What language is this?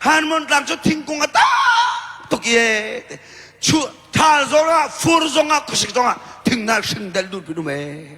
Hakha Chin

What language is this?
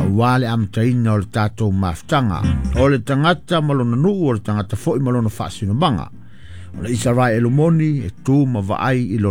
Samoan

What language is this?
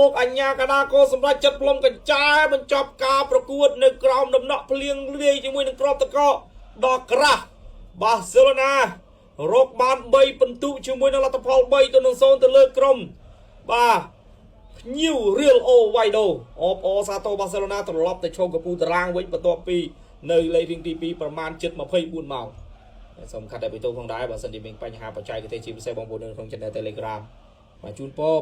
Khmer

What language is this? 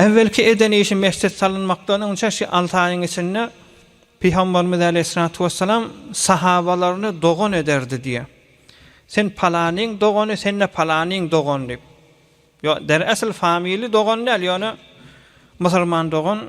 Turkmen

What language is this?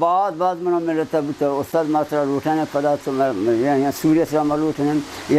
Baluchi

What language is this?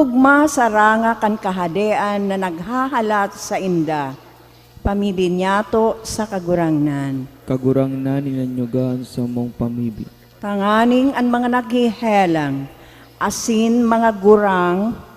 Bikol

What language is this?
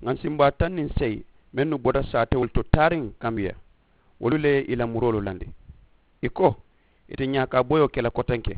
Mandingo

